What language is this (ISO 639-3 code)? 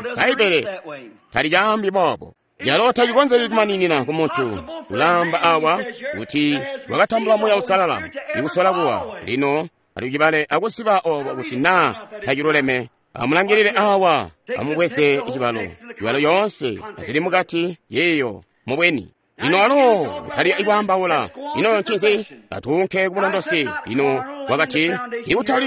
toi